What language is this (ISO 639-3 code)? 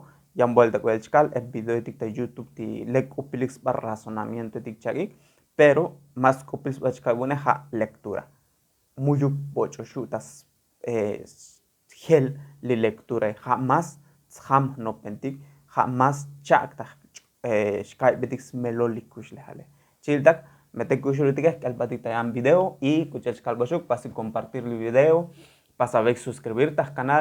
tzo